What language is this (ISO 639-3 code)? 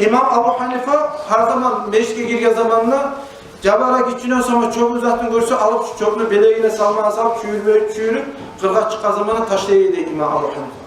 kum